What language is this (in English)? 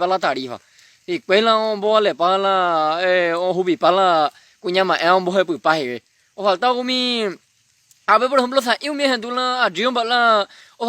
Guarani